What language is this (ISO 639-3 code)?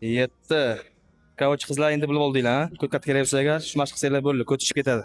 uzb